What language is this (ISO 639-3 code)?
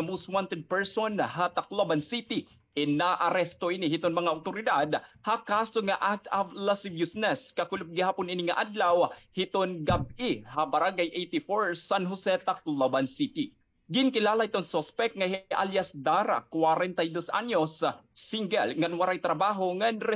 war